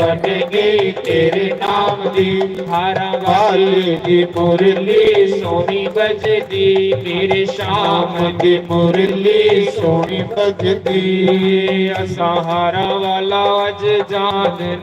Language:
Dogri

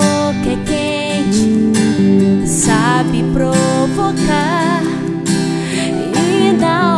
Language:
Portuguese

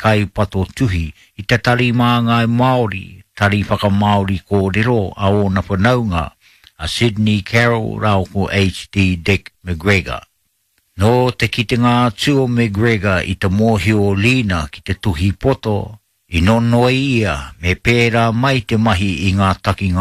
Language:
Māori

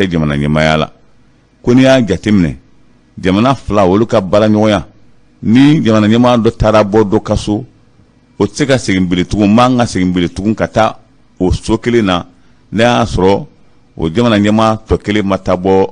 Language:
Bambara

